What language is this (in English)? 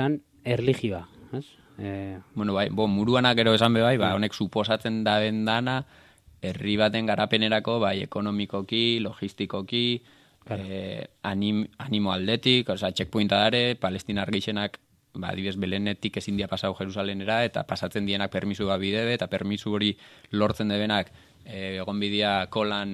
Basque